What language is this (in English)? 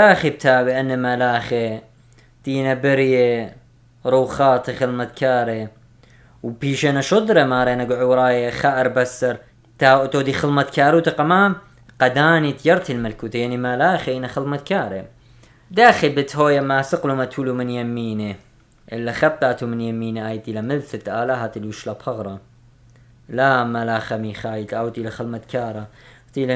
Assyrian Neo-Aramaic